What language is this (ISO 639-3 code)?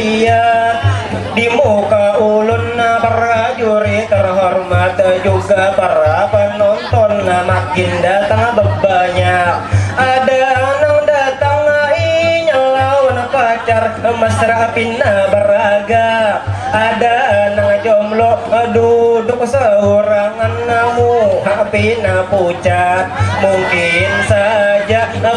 bjn